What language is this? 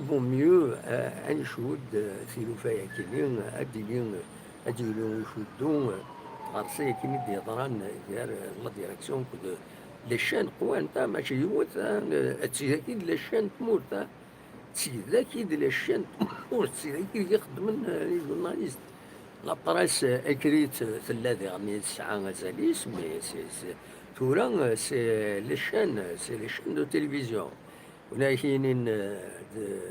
Kabyle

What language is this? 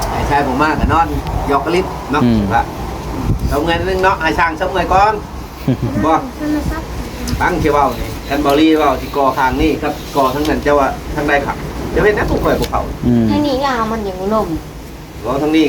Northeastern Thai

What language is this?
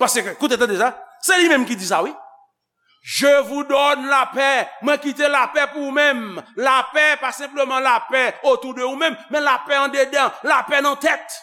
Haitian Creole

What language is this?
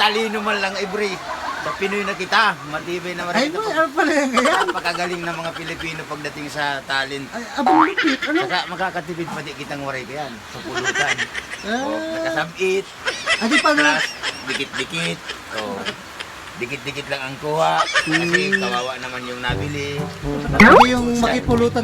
Bikol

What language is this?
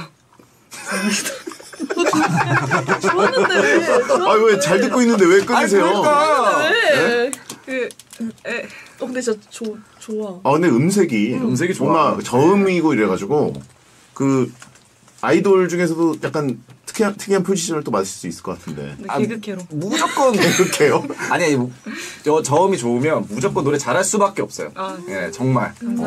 Korean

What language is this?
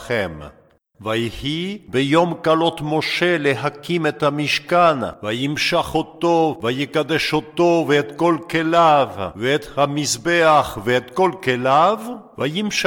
Hebrew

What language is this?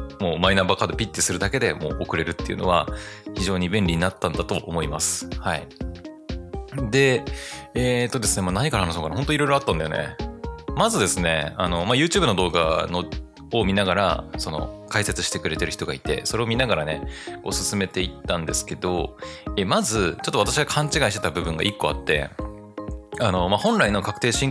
Japanese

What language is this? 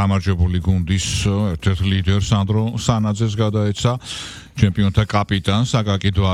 Georgian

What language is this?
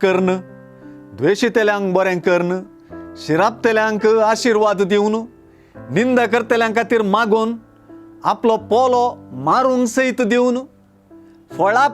Konkani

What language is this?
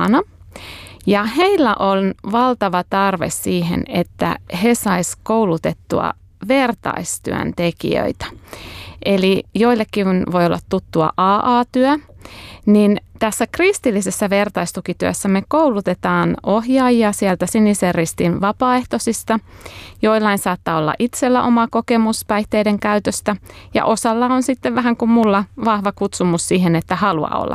Finnish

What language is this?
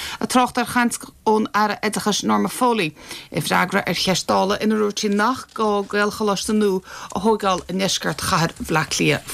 Irish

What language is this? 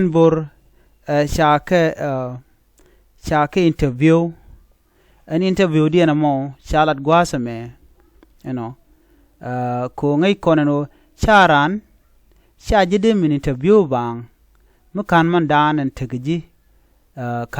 Nuer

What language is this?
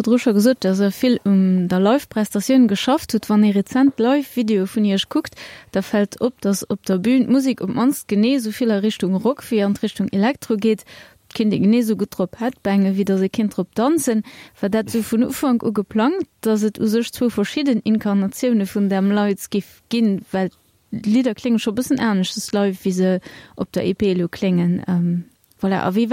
Luxembourgish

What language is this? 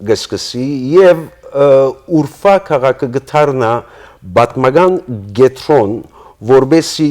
Western Armenian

